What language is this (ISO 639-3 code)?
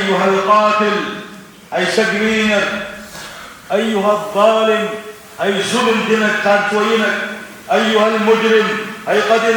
che